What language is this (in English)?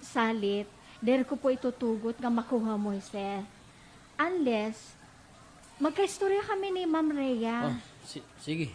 Waray